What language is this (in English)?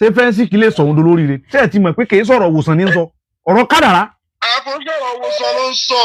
Yoruba